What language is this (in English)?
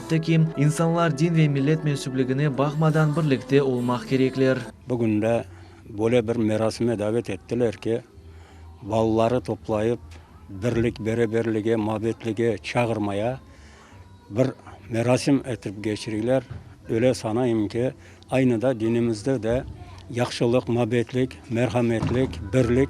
Crimean Tatar